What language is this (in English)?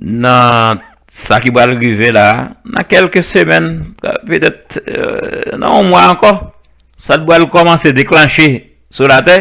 Haitian Creole